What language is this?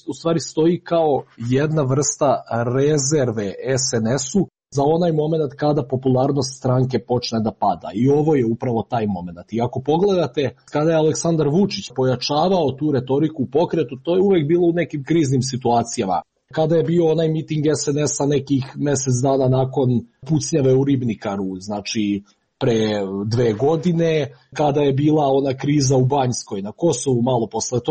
Serbian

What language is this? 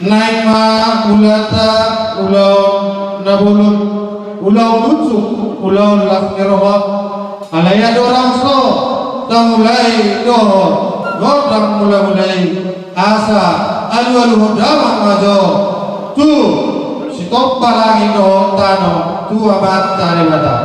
Batak Toba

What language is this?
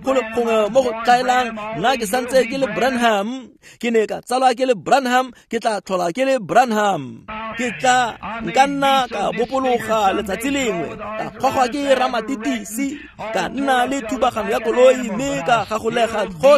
Tswana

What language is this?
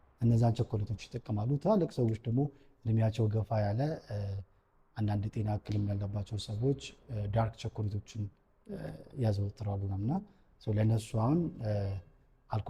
Amharic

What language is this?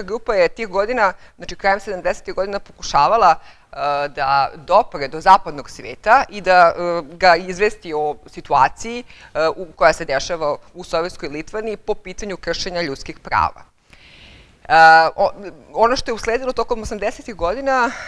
Serbian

